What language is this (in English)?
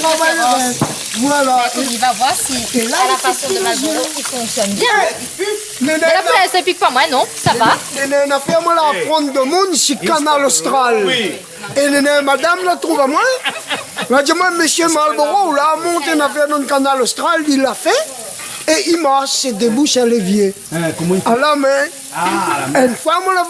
Réunion Creole French